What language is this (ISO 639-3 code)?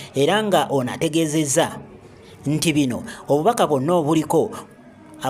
lug